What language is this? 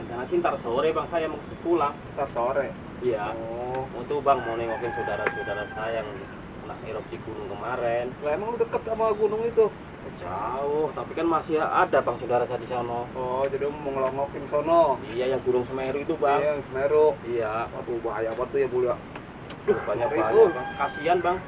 Betawi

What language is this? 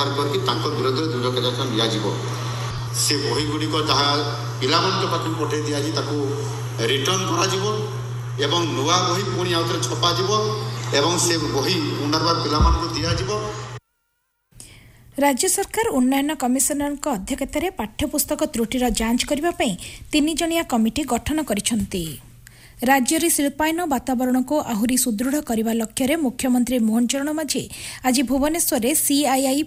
Odia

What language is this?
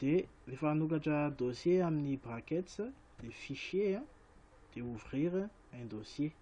Malagasy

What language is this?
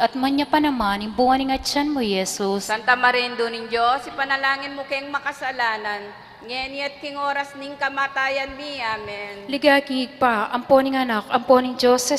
Pampanga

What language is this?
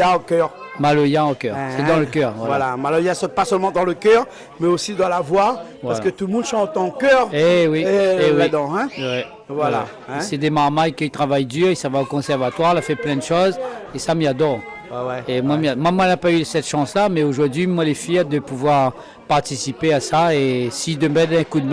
Réunion Creole French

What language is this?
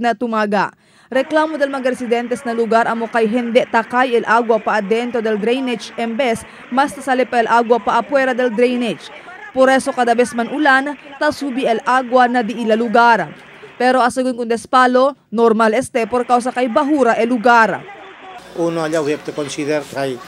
Chavacano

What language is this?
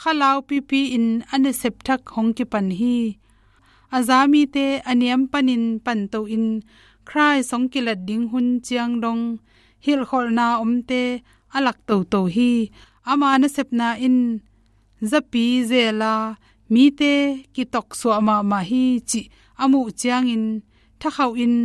Tedim Chin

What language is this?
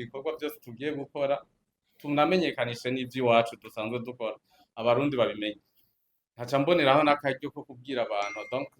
Rundi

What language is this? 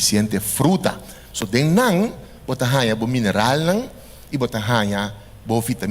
Papiamento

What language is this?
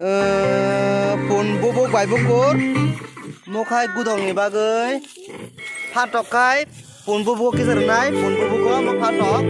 Kok Borok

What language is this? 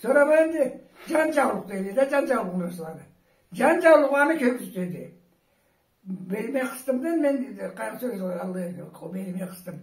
Karachay-Balkar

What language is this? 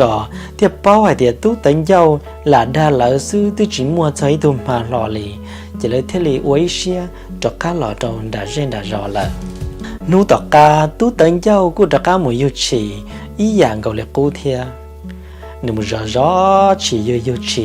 Hmong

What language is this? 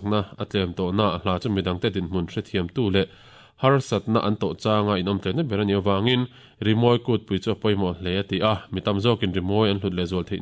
Mizo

